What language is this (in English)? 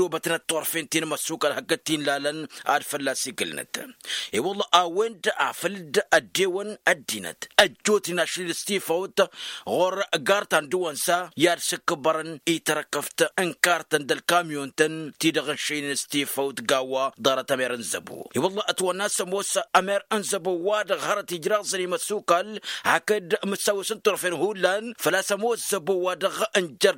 Tamasheq